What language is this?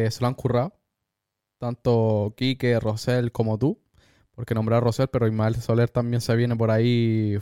Spanish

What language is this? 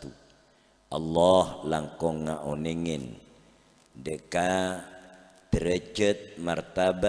Madurese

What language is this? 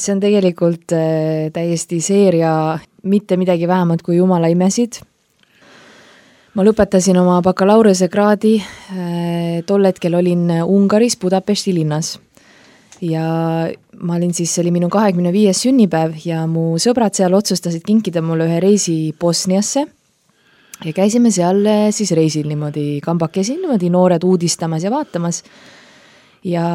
Estonian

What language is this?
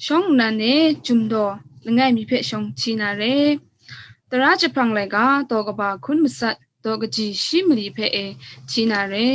Kachin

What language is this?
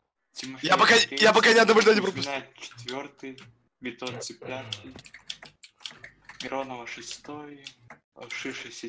Russian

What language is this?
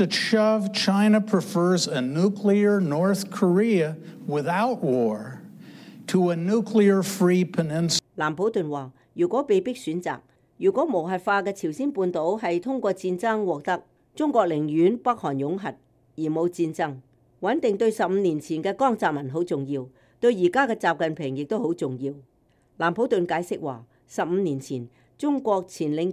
Cantonese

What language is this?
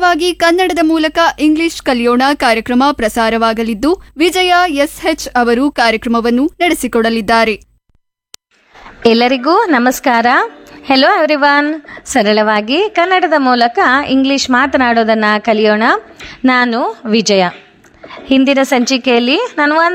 Kannada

